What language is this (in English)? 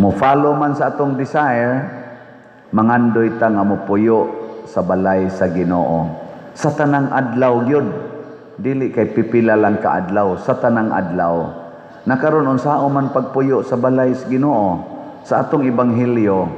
Cebuano